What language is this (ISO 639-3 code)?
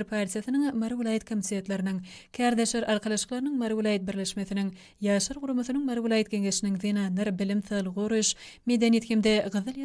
tuk